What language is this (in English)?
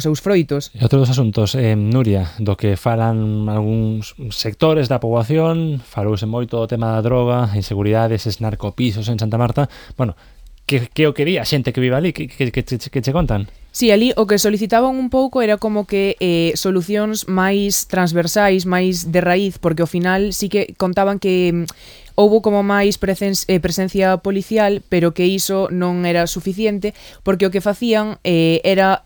Galician